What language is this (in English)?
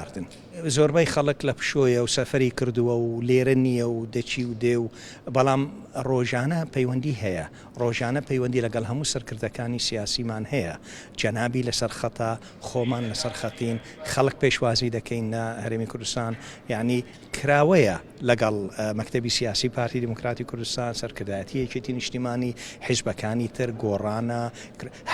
Central Kurdish